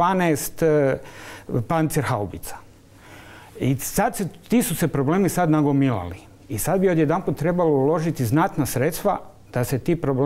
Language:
Croatian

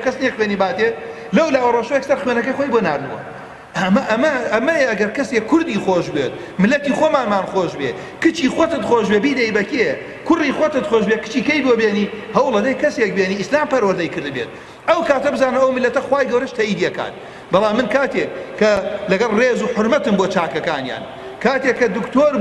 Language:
Central Kurdish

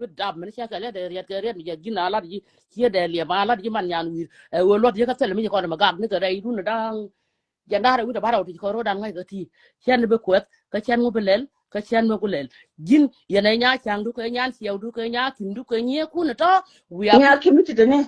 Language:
Nuer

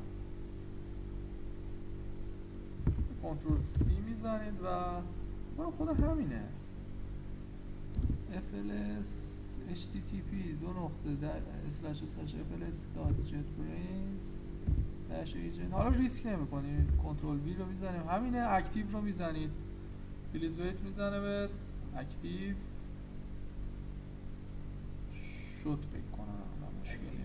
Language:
Persian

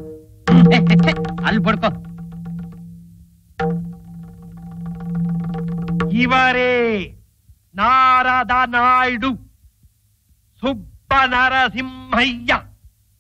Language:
Kannada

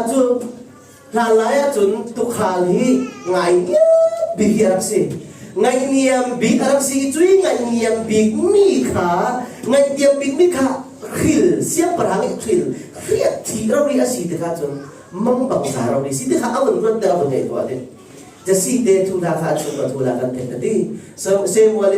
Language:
Falam Chin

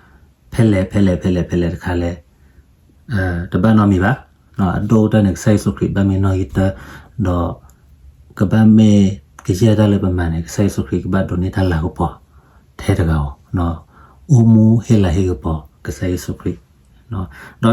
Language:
S'gaw Karen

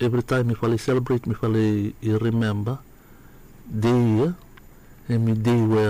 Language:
Bislama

